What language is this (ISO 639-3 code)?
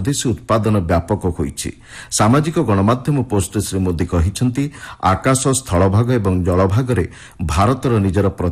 ori